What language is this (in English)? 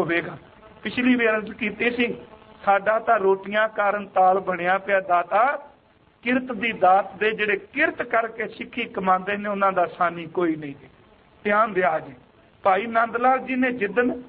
Punjabi